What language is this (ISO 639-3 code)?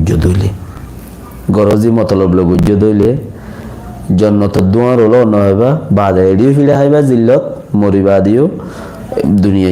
rhg